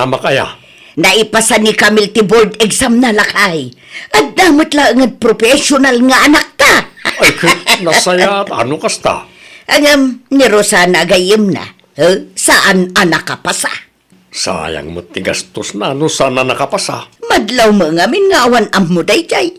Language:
Iloko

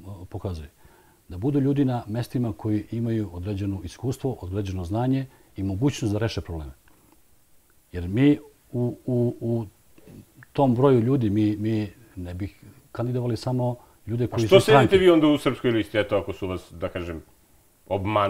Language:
Serbian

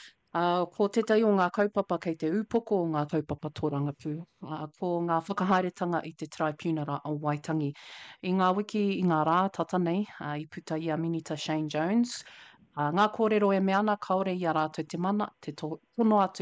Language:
Māori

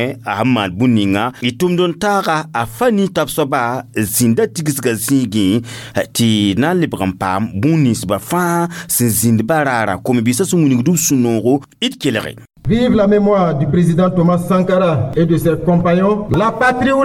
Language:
Mossi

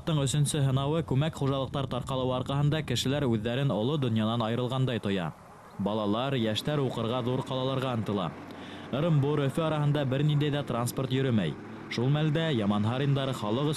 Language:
Bashkir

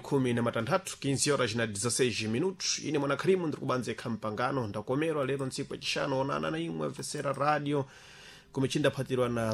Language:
Sena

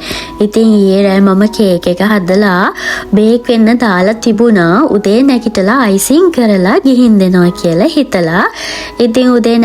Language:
Sinhala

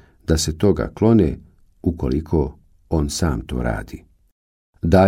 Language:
Bosnian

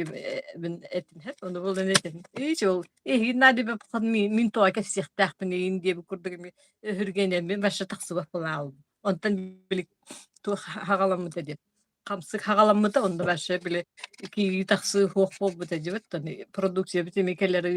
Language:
Yakut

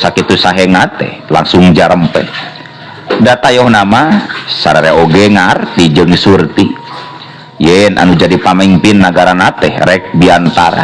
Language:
Sundanese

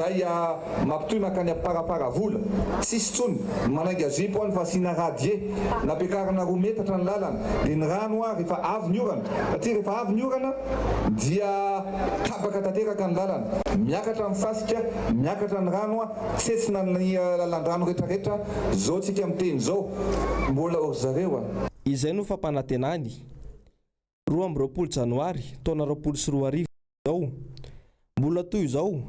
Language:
Malagasy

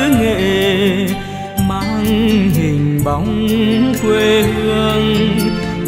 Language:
Vietnamese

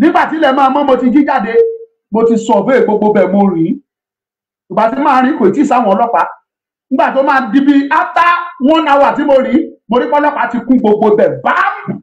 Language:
Yoruba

